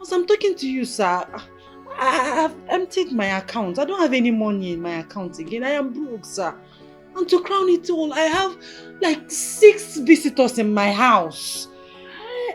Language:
Nigerian Pidgin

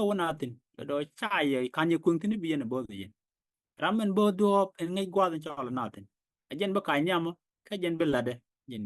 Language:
Nuer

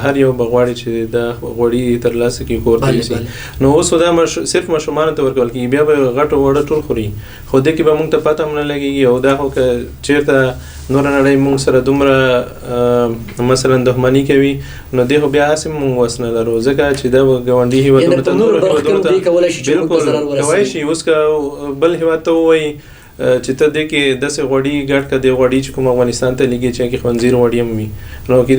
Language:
Pashto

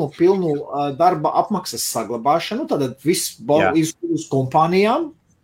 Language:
Latvian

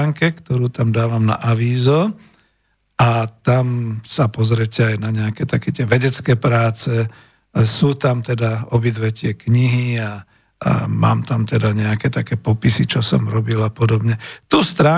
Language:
Slovak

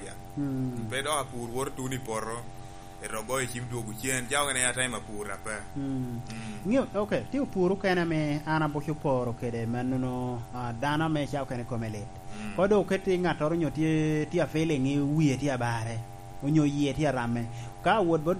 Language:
Lango (Uganda)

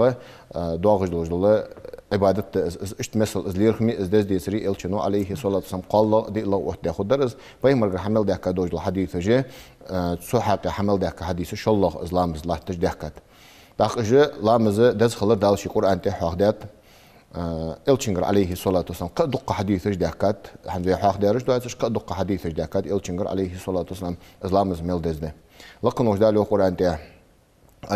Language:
Ingush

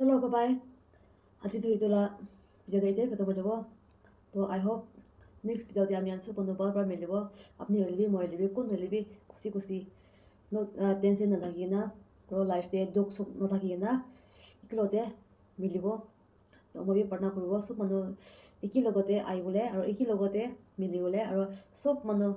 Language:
Naga Pidgin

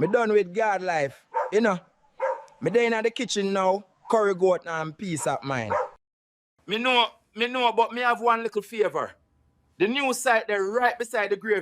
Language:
Jamaican Creole English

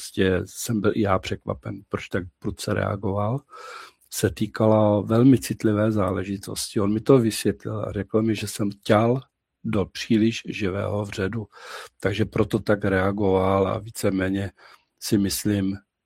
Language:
Czech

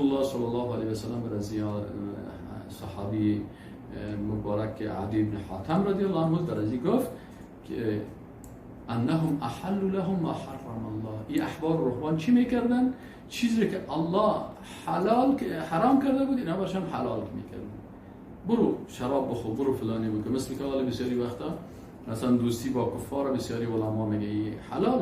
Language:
Persian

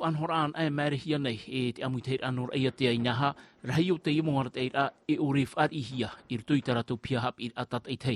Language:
Tahitian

